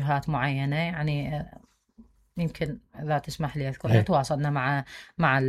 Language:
Mesopotamian Arabic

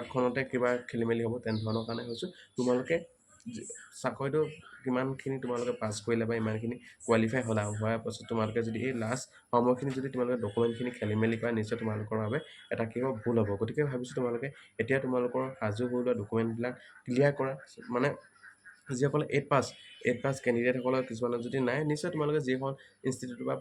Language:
Assamese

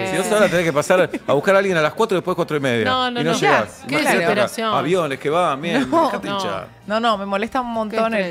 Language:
Spanish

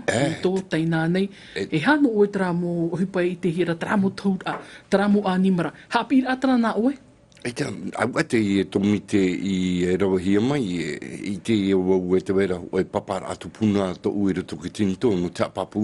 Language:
Tahitian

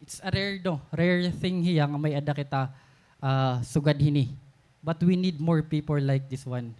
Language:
Waray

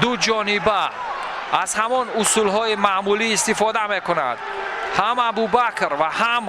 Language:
Tajik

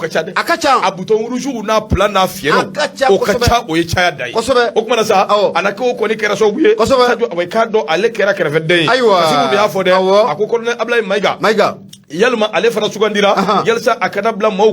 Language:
Bambara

